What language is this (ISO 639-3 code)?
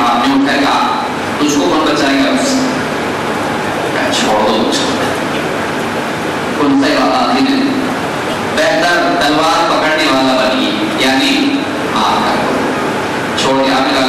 urd